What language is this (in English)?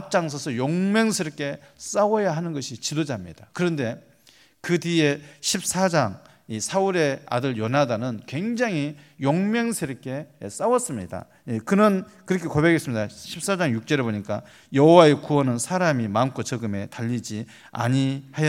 Korean